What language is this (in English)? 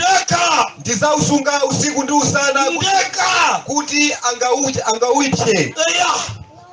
Nyanja